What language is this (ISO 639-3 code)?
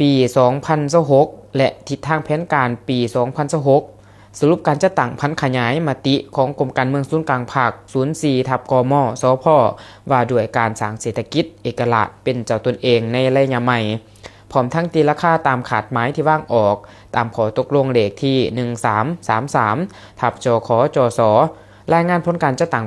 lao